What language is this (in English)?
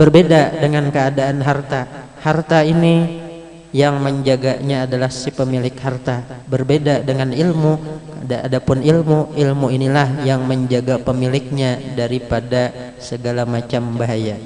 Banjar